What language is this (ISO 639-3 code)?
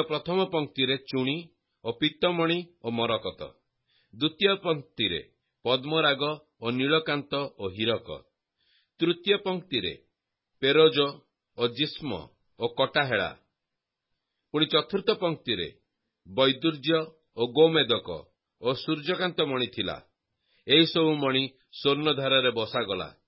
ori